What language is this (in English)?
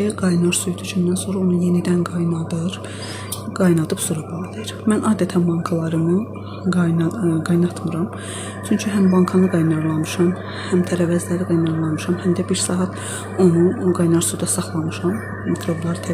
Azerbaijani